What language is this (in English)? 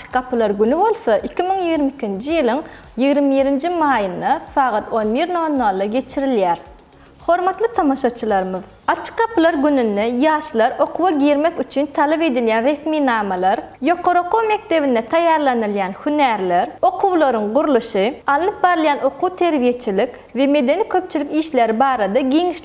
Turkmen